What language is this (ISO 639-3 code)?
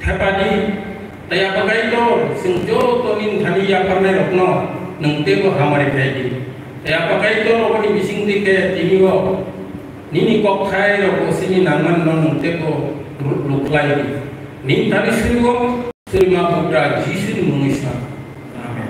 trp